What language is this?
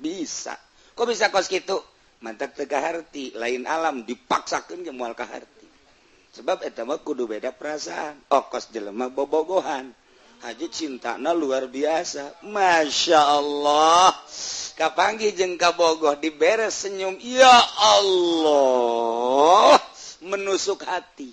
Sundanese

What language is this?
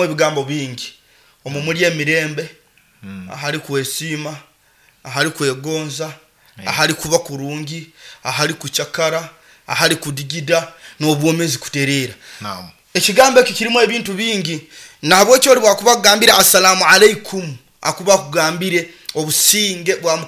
Nyoro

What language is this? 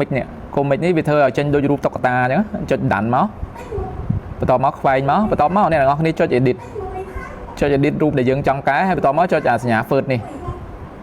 Khmer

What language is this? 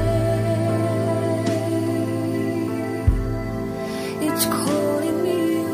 Estonian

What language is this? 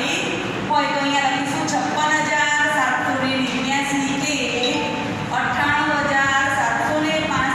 Gujarati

